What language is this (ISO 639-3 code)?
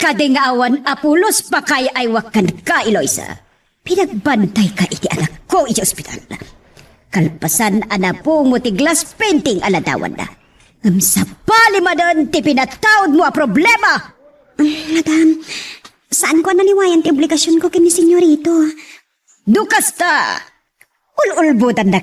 ilo